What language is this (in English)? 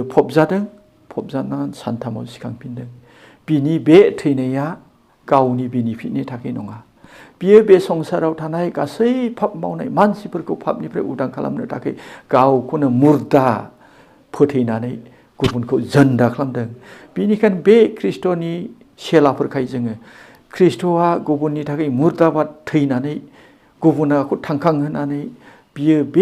Bodo